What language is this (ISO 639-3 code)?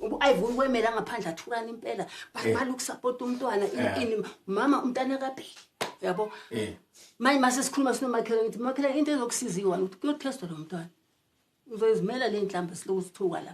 zul